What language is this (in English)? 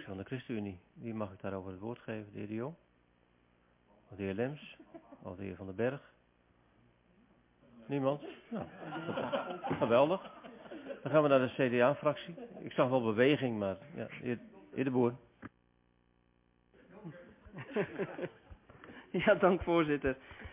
Dutch